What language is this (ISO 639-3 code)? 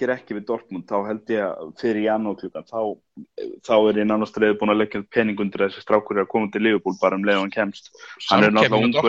isl